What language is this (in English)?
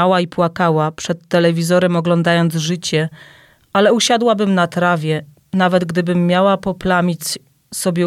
Polish